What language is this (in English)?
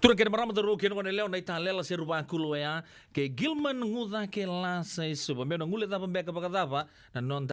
Fijian